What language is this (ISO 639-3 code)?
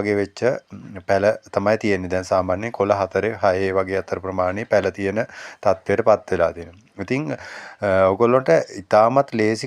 sin